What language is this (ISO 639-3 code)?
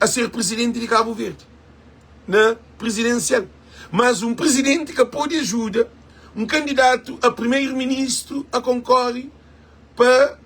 kea